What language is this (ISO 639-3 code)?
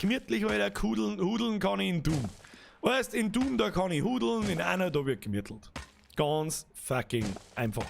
bar